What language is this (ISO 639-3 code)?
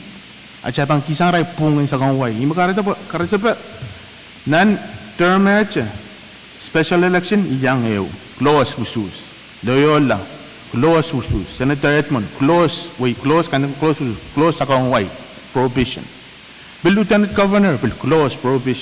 pon